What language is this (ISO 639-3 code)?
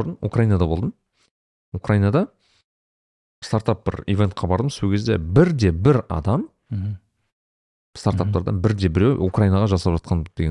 kaz